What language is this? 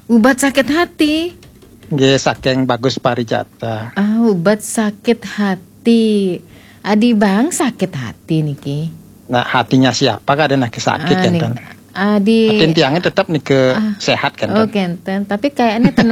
Balinese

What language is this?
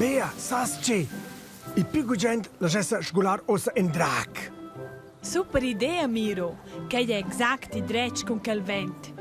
Romansh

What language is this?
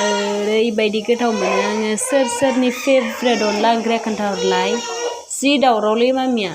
Bodo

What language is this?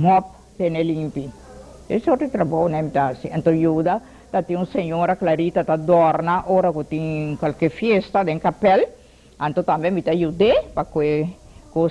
Papiamento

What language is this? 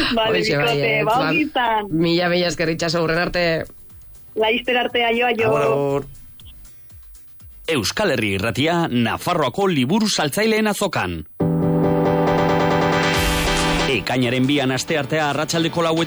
Basque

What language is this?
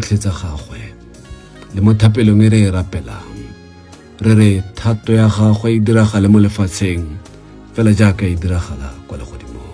Tswana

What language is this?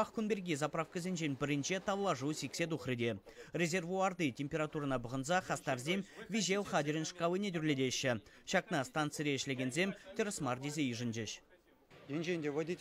Chuvash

